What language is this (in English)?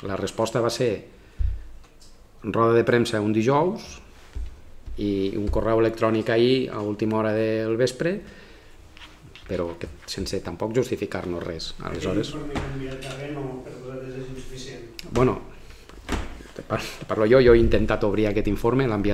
Catalan